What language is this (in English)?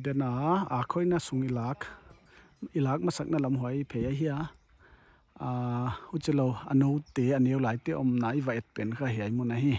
Paite Chin